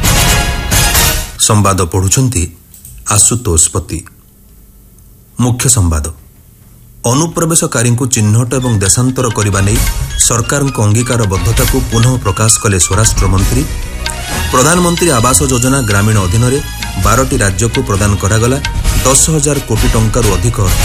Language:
Odia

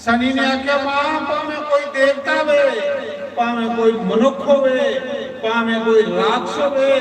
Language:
Dogri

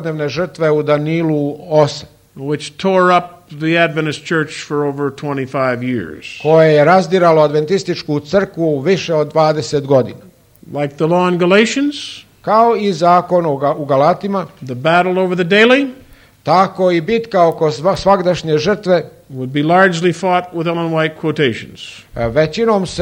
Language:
Croatian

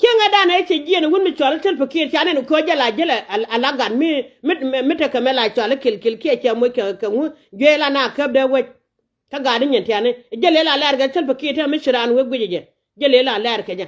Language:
Nuer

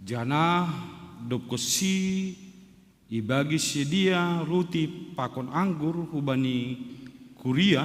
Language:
Batak Simalungun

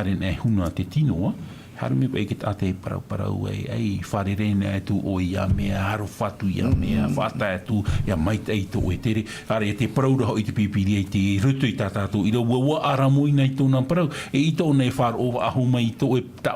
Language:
Tahitian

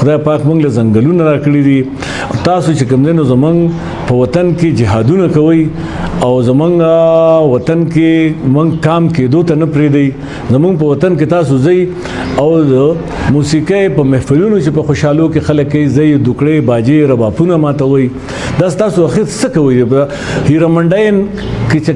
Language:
Pashto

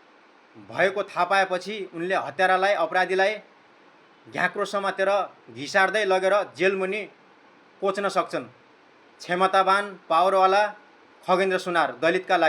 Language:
Nepali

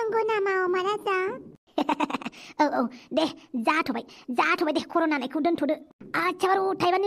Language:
Bodo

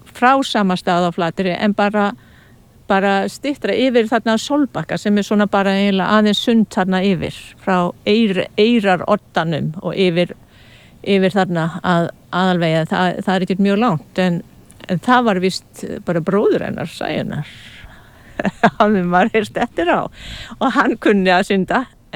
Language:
Icelandic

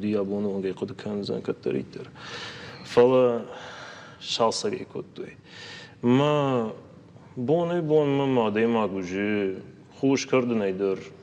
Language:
Ossetic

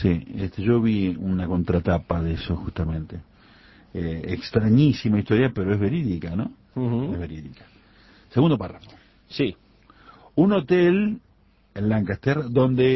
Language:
Spanish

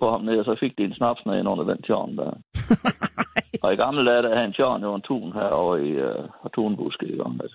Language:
Danish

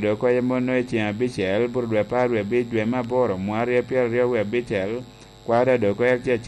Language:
Lango (Uganda)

